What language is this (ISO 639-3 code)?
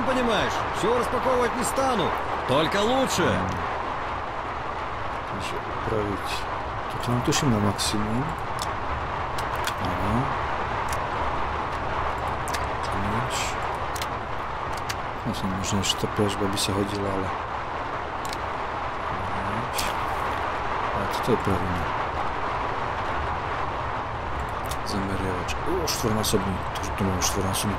slk